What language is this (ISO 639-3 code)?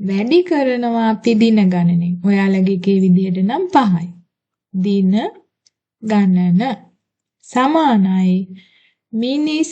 sin